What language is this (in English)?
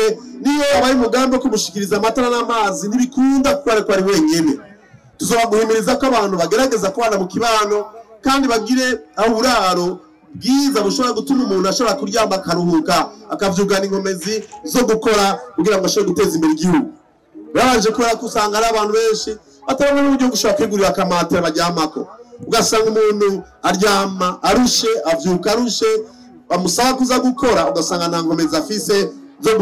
Rundi